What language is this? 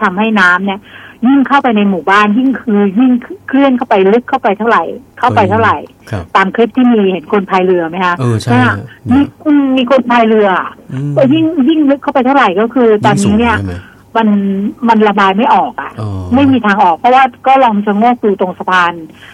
Thai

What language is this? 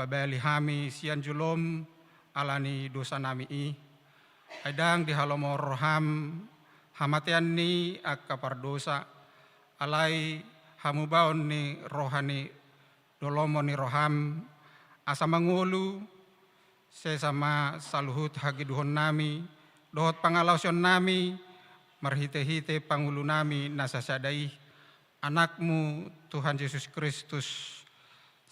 Batak Toba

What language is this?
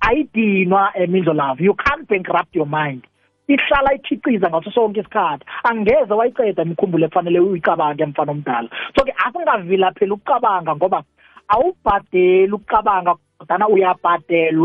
South Ndebele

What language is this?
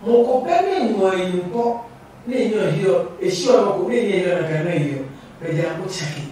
Adangme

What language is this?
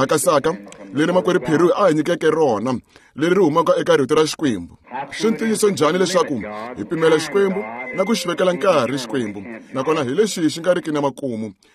Tsonga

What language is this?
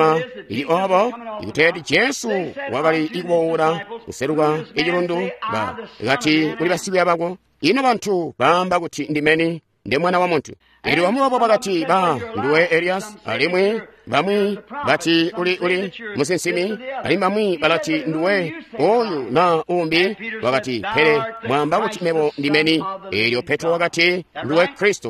Tonga (Zambia)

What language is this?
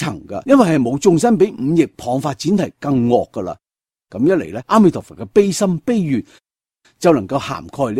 Cantonese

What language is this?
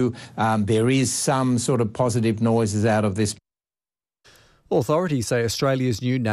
English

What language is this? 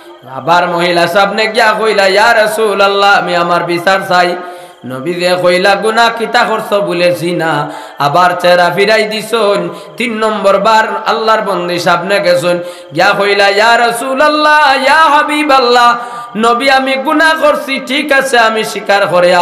Sylheti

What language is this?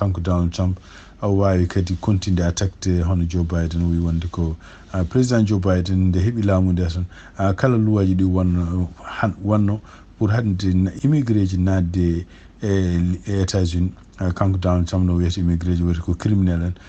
Fula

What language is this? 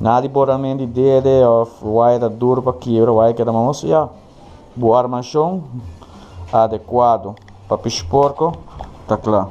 Papiamento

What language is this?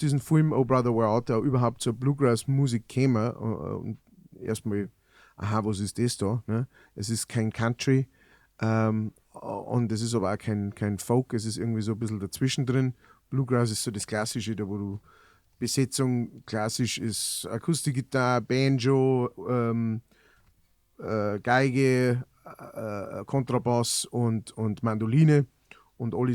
Bavarian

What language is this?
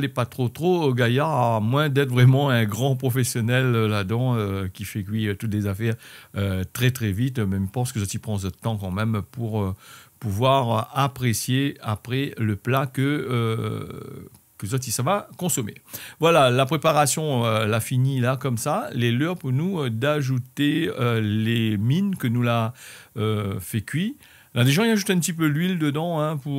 Réunion Creole French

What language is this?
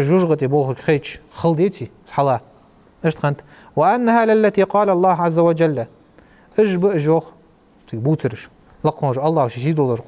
Ingush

